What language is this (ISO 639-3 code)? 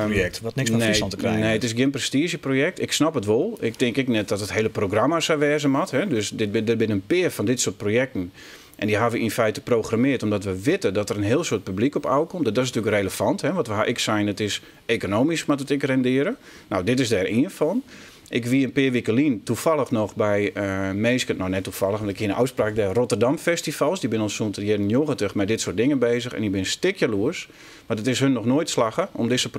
fry